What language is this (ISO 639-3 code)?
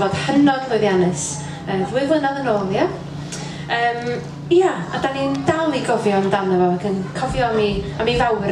cym